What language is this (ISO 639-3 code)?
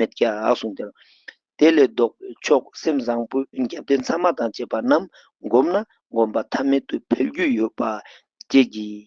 lbj